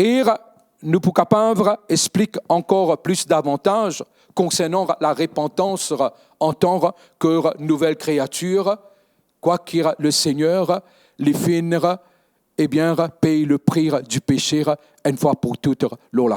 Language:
Morisyen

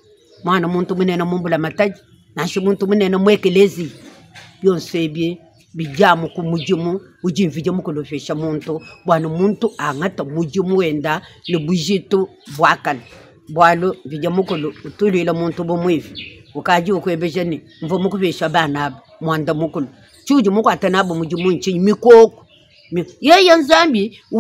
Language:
Luba-Lulua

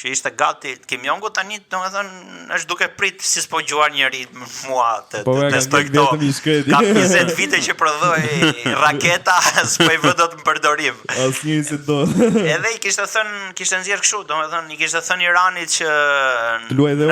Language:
Albanian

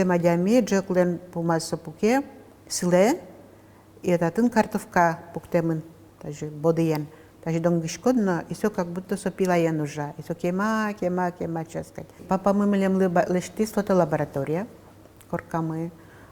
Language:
Udmurt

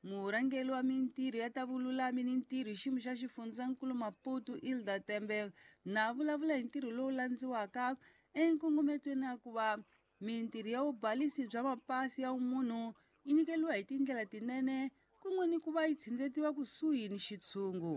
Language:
Tsonga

